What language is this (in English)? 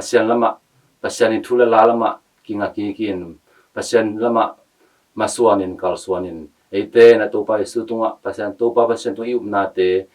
Tedim Chin